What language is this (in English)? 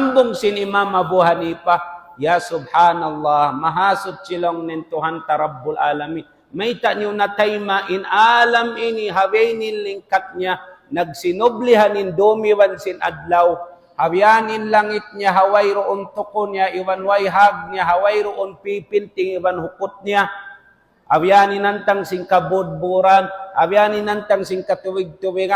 Tausug